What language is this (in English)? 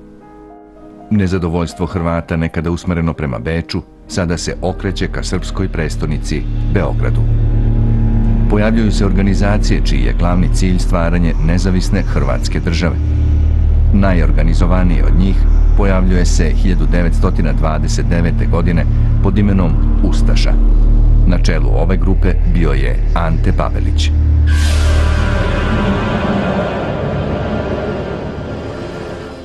Serbian